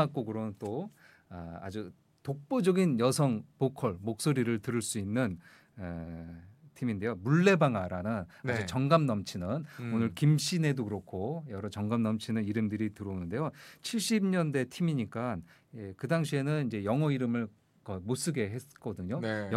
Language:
Korean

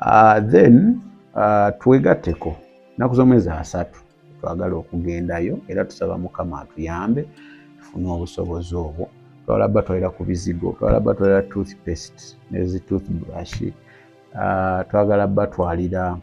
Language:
Ganda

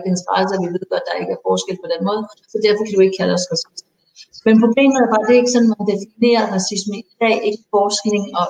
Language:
Danish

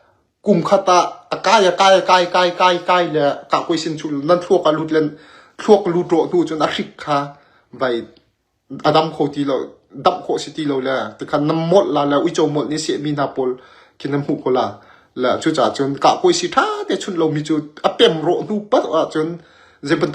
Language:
Hakha Chin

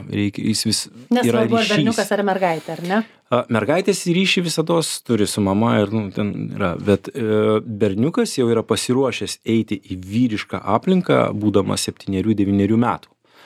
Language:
Lithuanian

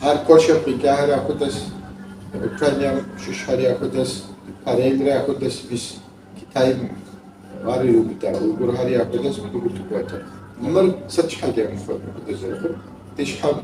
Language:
Kabardian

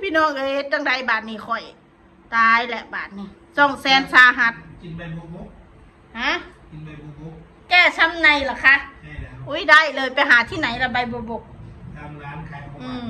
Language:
Northeastern Thai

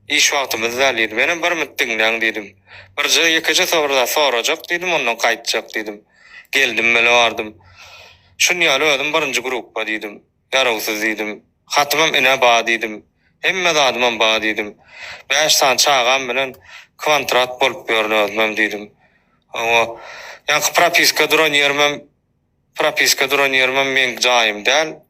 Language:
Turkmen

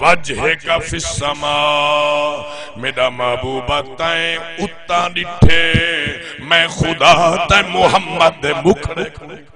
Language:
Saraiki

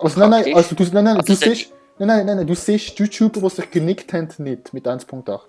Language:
Swiss German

